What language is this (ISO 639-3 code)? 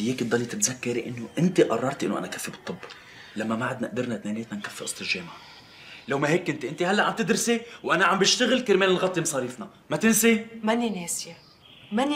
apc